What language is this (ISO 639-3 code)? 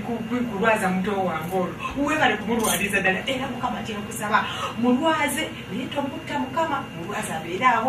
lug